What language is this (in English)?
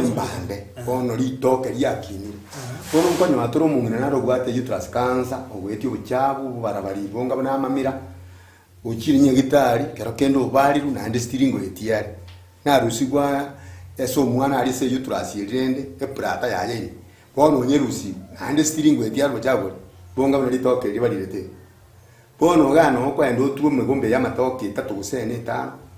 Gusii